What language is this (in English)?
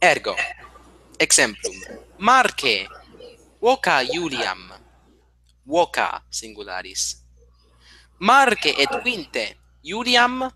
Latin